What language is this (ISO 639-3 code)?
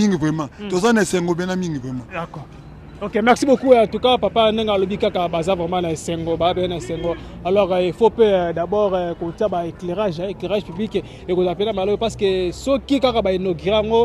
lin